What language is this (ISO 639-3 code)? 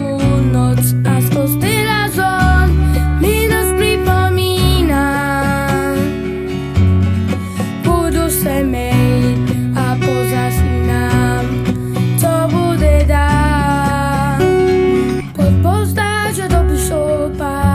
slk